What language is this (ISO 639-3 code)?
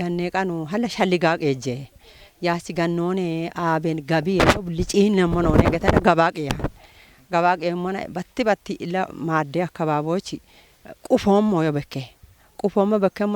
kbr